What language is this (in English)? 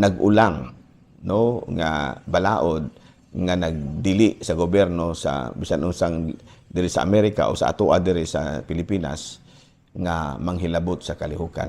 Cebuano